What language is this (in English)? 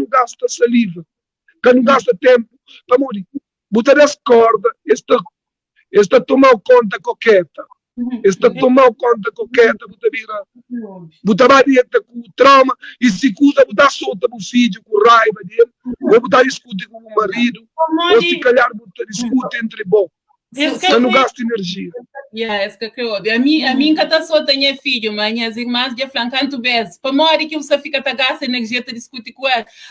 Kabuverdianu